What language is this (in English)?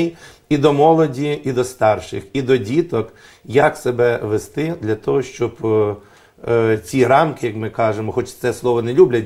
Ukrainian